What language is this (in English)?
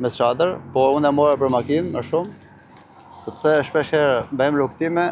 Albanian